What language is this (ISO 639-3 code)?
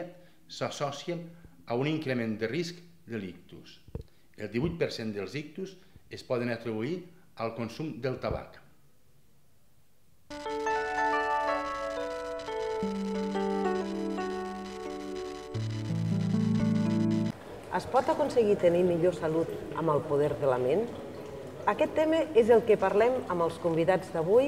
cat